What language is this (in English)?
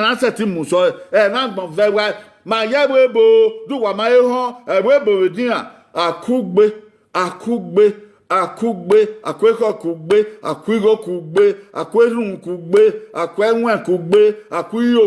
Bini